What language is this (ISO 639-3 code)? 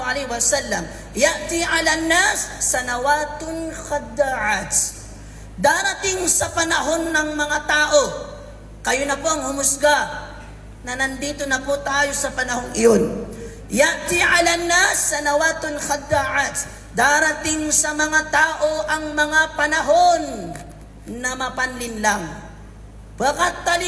mrw